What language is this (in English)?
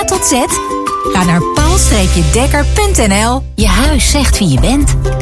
Dutch